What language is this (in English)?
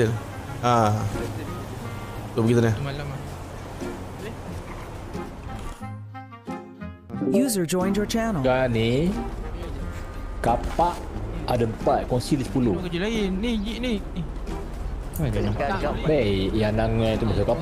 Malay